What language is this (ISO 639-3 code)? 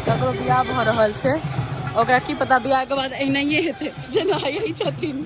mai